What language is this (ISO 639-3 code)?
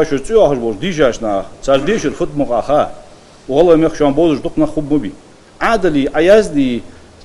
inh